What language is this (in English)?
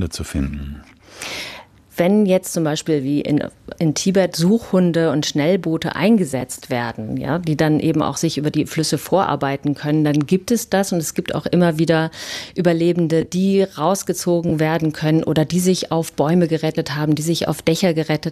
German